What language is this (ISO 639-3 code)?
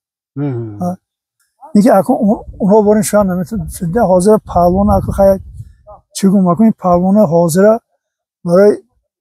tgk